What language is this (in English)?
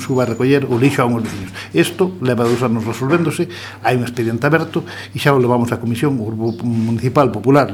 Galician